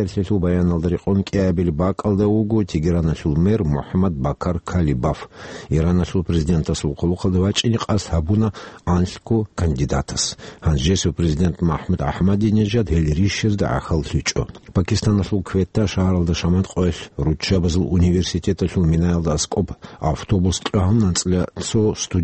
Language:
Avaric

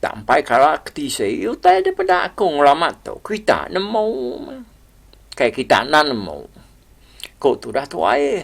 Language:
Iban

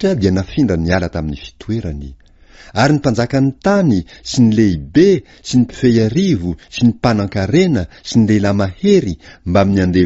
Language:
Malagasy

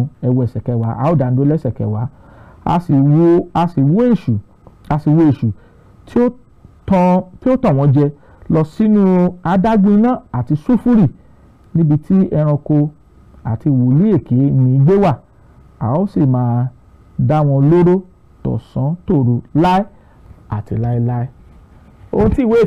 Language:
Yoruba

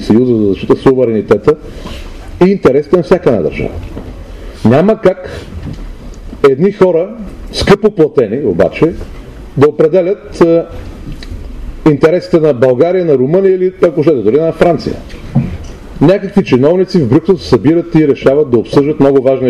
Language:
Bulgarian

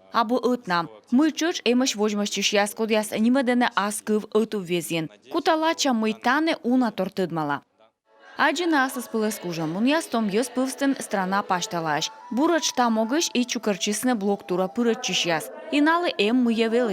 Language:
Komi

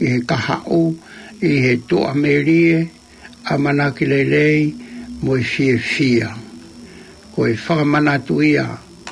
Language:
Tongan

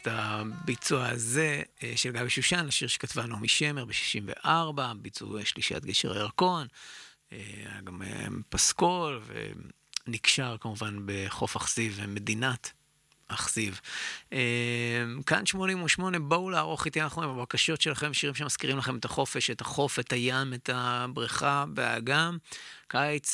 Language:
Hebrew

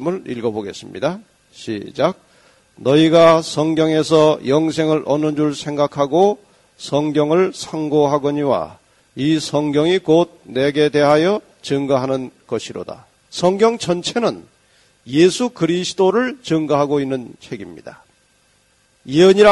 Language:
Korean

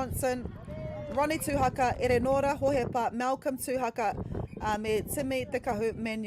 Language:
Māori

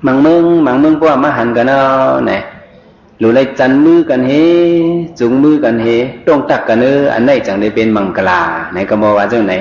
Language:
Shan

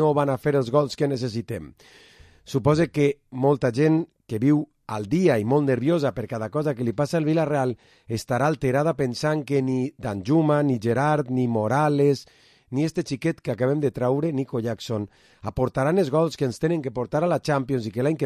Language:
Catalan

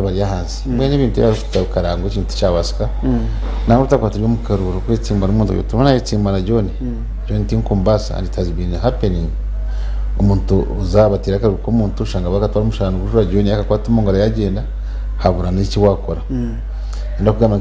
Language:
Nyankole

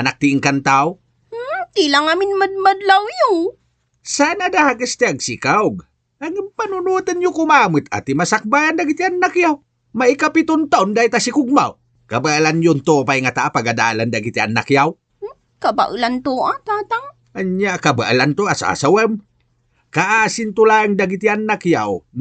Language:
Iloko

